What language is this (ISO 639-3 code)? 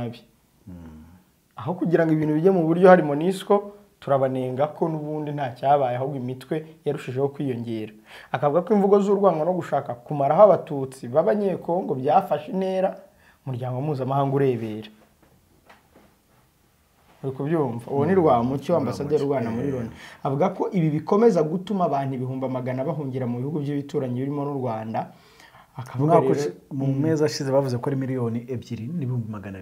kin